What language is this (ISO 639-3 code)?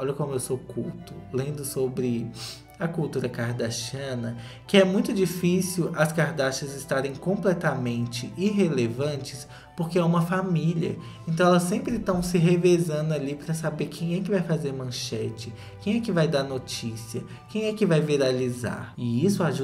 por